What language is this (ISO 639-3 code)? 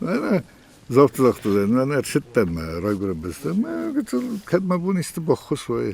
oss